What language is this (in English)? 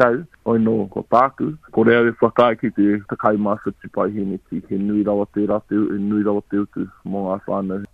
Māori